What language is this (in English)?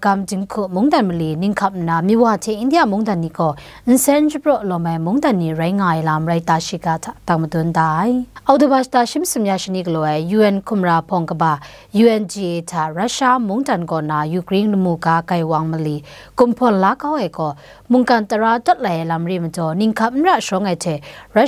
Kachin